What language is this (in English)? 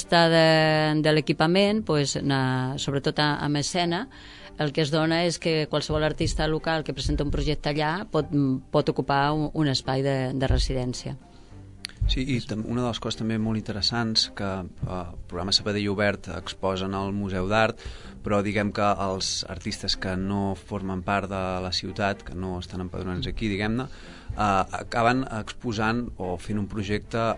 Catalan